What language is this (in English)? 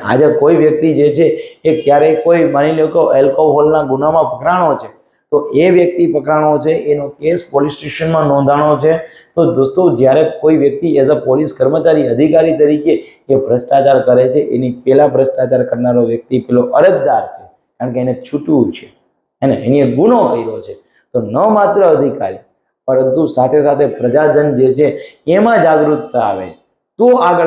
Gujarati